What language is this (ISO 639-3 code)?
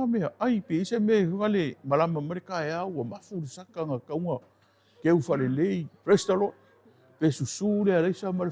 smo